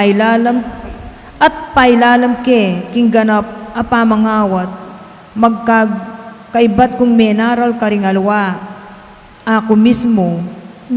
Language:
Pampanga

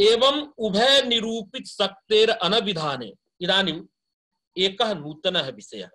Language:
Sanskrit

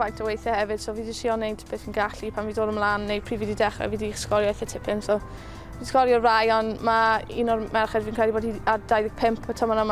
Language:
Welsh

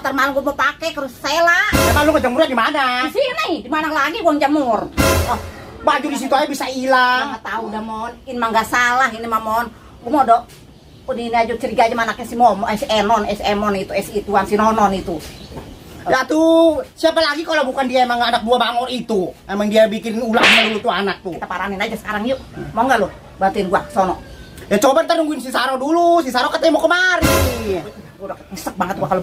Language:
Betawi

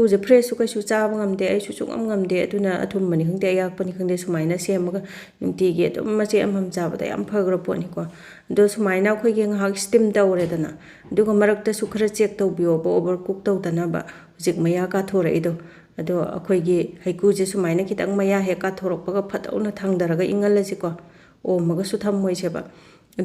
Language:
Manipuri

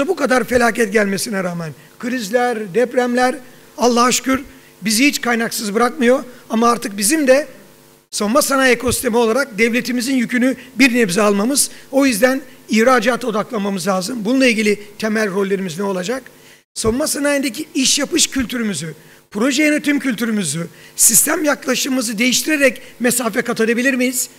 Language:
Turkish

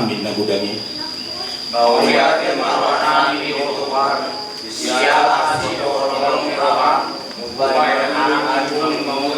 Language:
Batak Toba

